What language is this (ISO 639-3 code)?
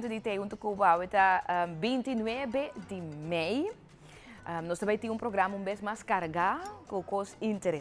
pap